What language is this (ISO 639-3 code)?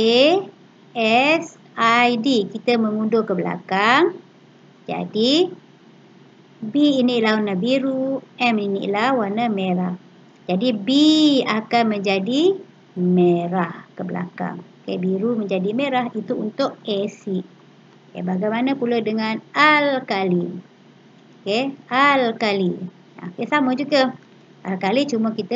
msa